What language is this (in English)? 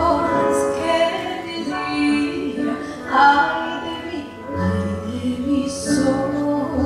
Ladino